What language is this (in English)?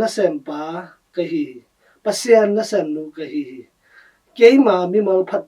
Tedim Chin